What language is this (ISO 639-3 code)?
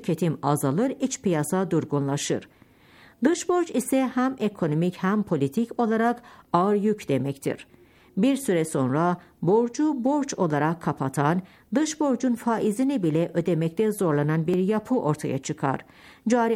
tur